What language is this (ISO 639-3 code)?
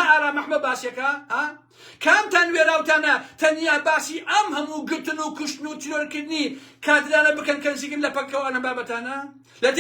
ckb